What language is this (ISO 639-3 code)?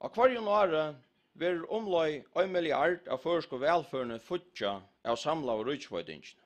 fao